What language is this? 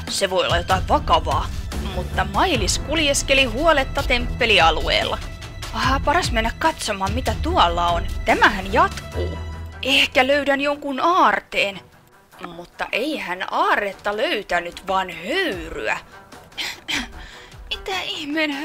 Finnish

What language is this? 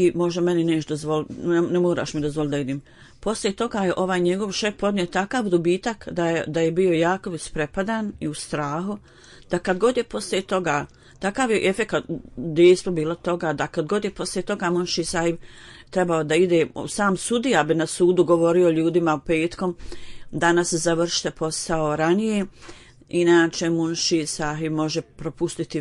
Bosnian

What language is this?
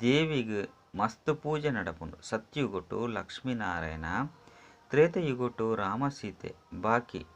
Tulu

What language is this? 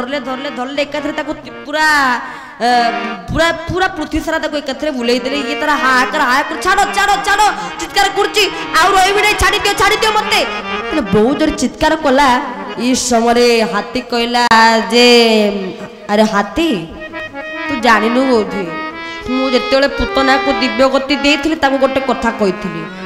Odia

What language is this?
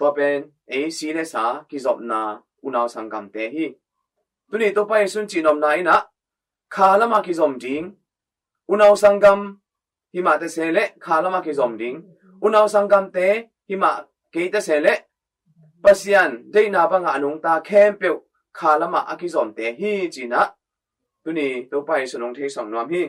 Tedim Chin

